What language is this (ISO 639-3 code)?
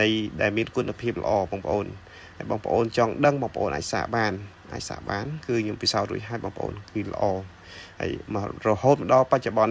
khm